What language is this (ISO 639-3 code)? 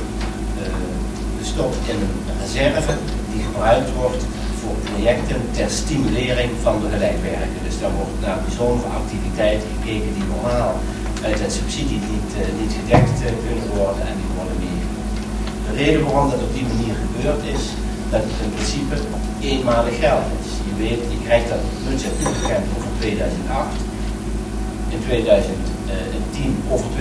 nld